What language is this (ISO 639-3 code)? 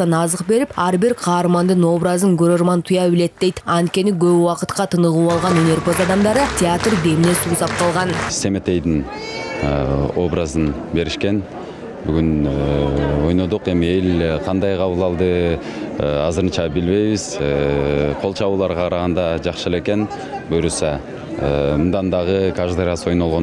kir